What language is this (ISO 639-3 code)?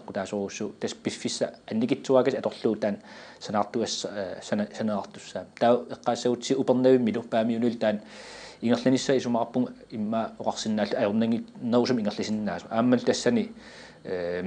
kal